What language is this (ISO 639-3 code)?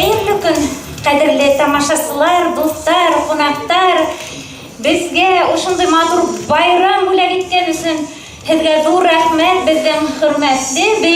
bak